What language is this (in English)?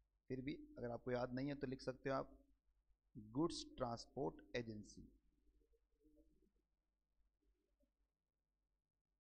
Hindi